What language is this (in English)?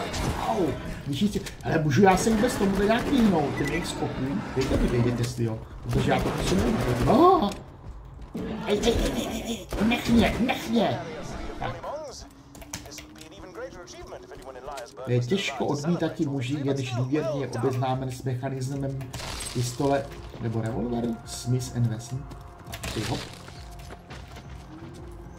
Czech